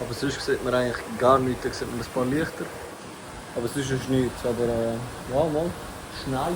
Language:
Swiss German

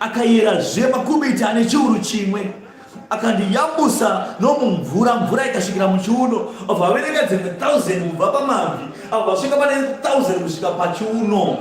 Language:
Shona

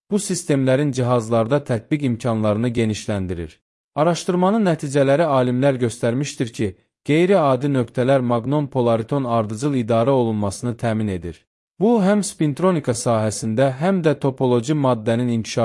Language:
Azerbaijani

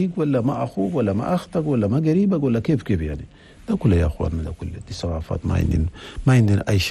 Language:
Chadian Arabic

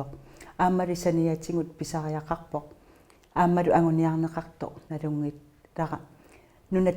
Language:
Kalaallisut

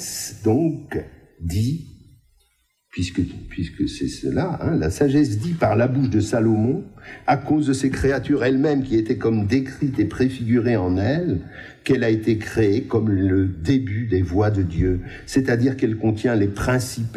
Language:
French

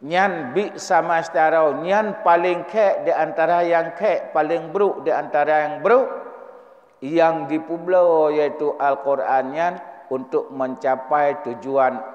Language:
Achinese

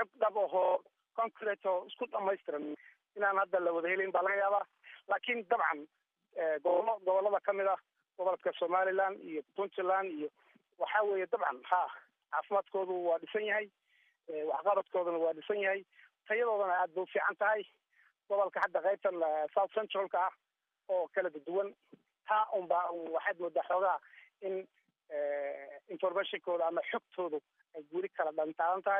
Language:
Somali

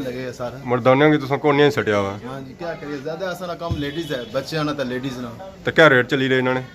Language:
Pahari-Potwari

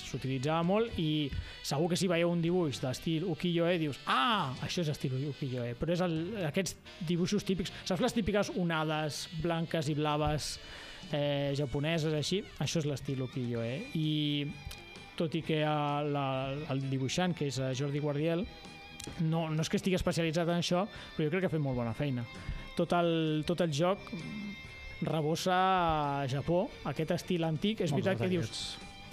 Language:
Catalan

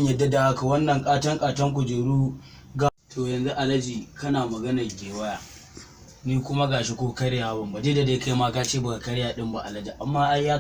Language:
Hausa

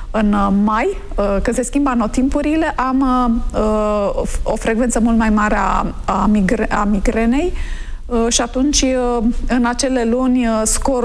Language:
Romanian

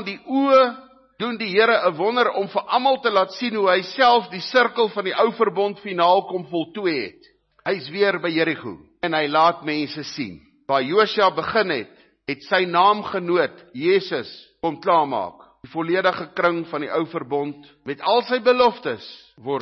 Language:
Afrikaans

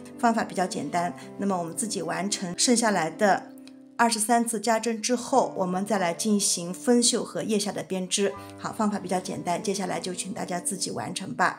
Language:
Chinese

